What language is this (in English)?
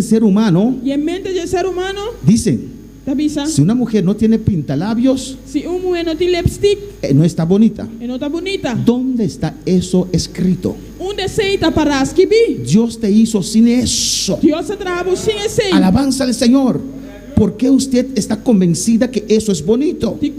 Papiamento